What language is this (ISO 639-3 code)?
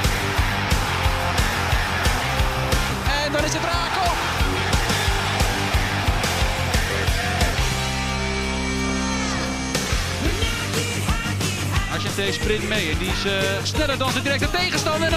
nld